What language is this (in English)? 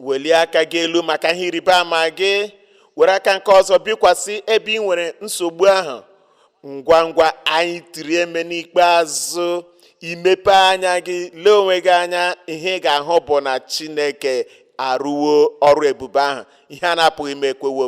Igbo